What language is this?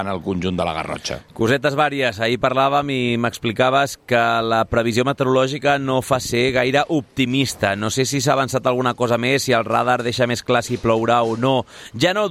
Catalan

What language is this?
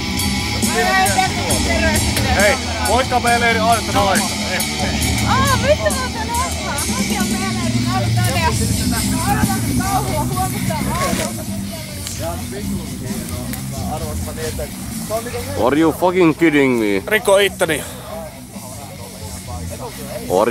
Finnish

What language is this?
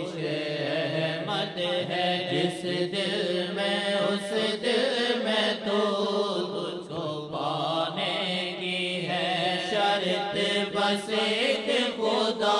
Urdu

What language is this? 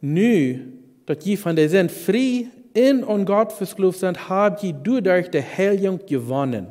Plautdietsch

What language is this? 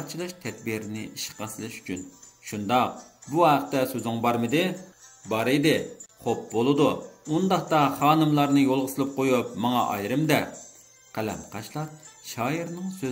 Uyghur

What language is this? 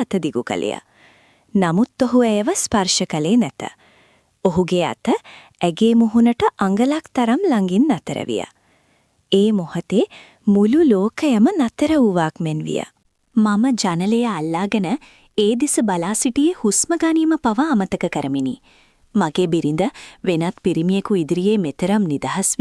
Sinhala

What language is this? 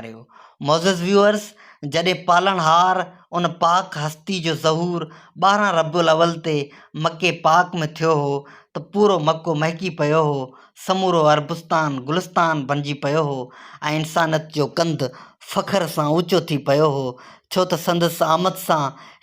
Sindhi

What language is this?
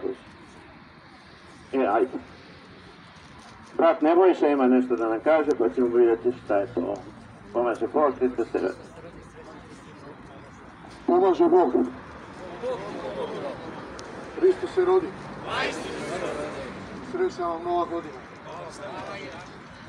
Serbian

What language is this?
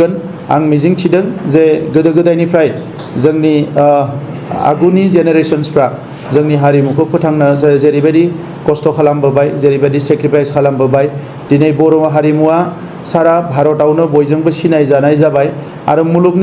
Bodo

